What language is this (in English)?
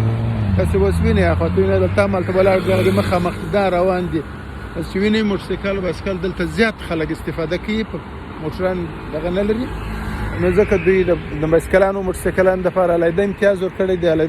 Pashto